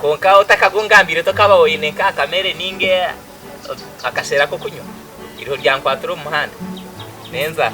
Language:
Nyankole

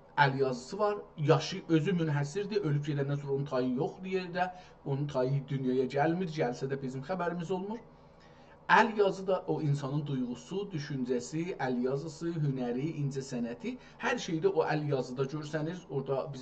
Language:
South Azerbaijani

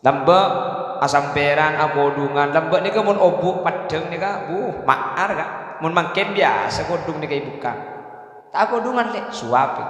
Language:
Madurese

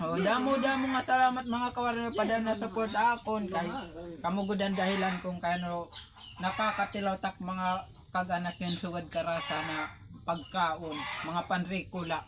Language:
Waray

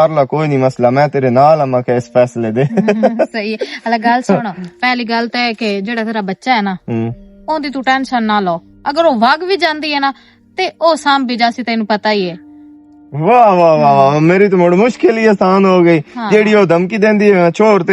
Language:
Western Panjabi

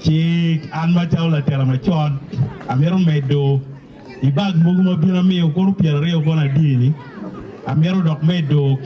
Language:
Acoli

